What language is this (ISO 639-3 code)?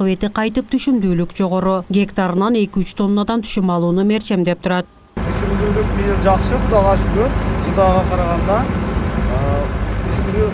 kir